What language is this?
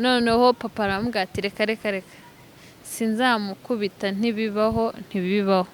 Kinyarwanda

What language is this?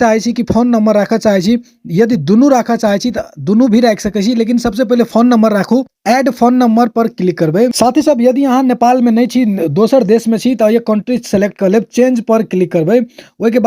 Maithili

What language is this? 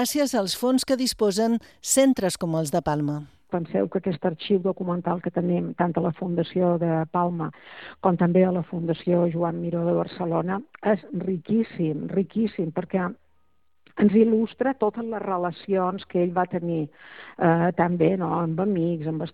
Catalan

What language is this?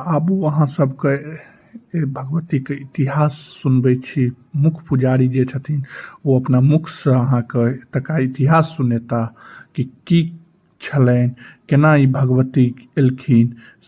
Maithili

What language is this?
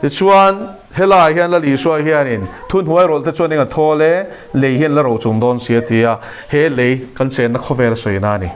Mizo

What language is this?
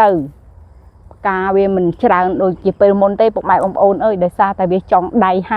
Khmer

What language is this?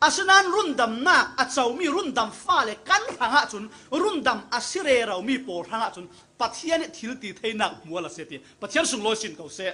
Falam Chin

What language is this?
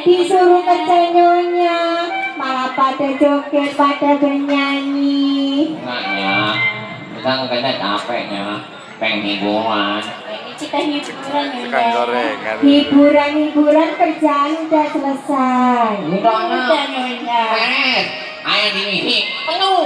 Betawi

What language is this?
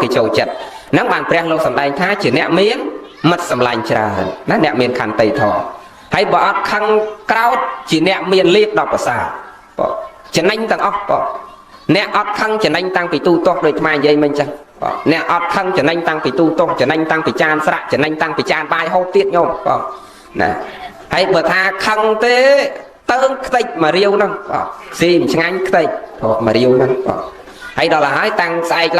Khmer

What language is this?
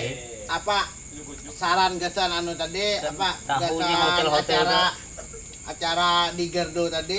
Banjar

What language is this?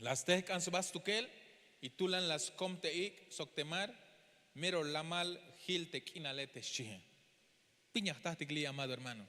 Tzeltal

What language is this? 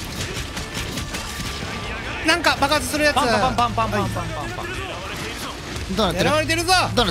Japanese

